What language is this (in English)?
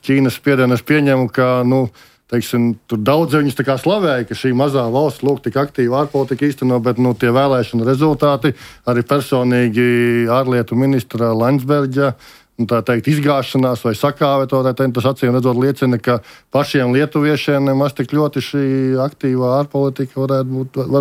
Latvian